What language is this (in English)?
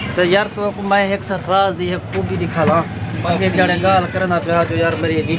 Saraiki